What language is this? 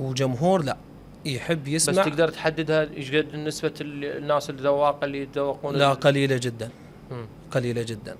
Mesopotamian Arabic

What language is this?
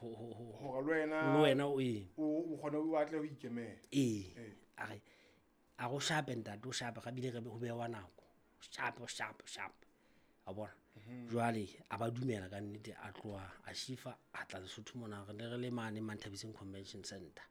Southern Sotho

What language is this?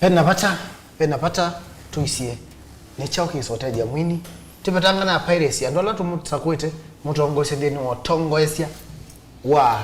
Kamba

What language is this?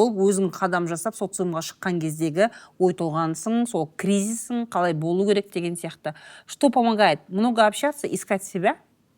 Kazakh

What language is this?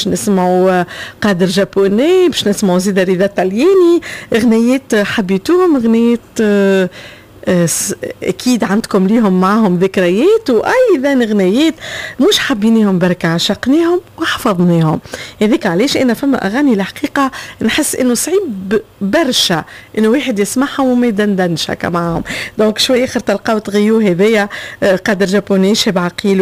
Tunisian Arabic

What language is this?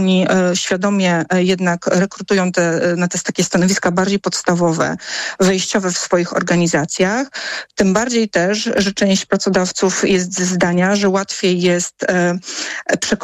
Polish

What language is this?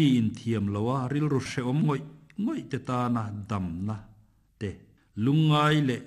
Mizo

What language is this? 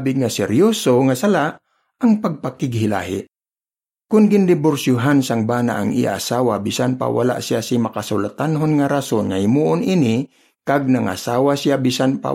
Hiligaynon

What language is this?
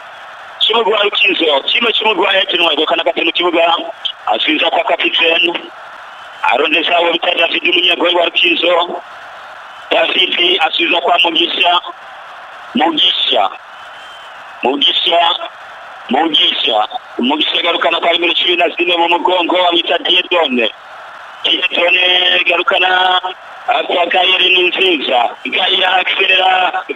Rundi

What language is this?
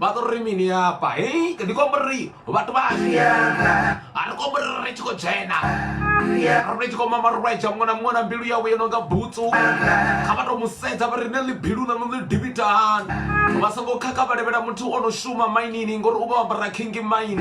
Venda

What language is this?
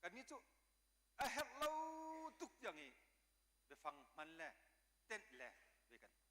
Hakha Chin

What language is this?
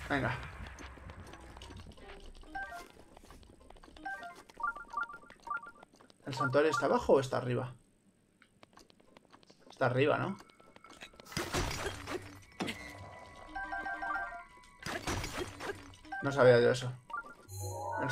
Spanish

